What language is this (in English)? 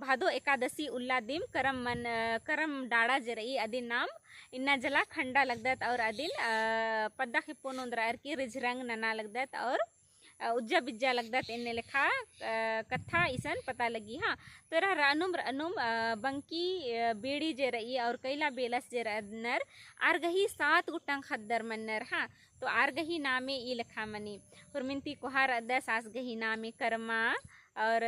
Kurukh